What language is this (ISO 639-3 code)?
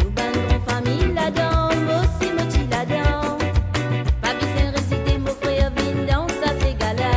mfe